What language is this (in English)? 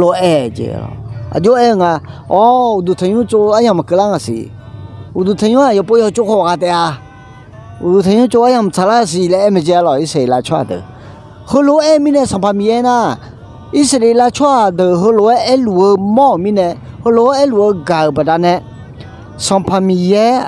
Akha